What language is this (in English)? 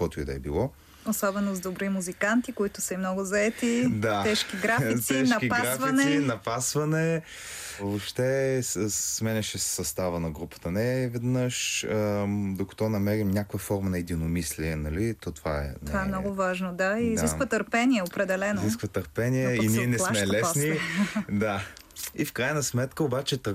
Bulgarian